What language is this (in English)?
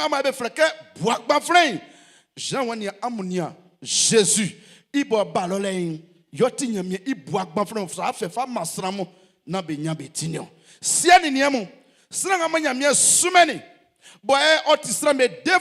Baoulé